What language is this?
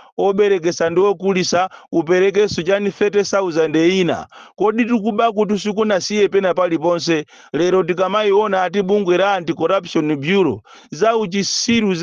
Nyanja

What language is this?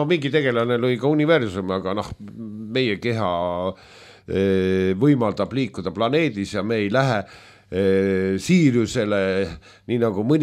Estonian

